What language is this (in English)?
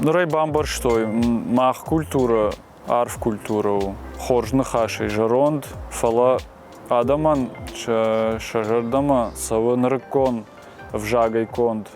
Ossetic